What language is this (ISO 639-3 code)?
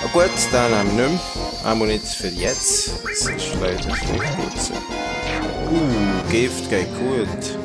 gsw